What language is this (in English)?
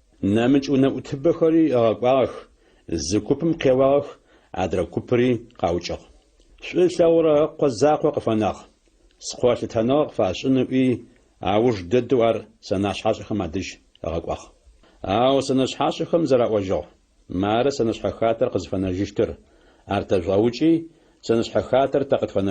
Adyghe